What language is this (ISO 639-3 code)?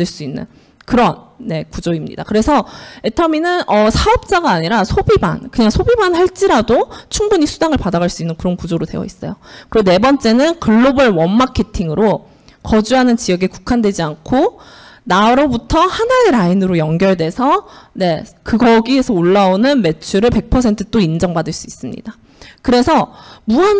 kor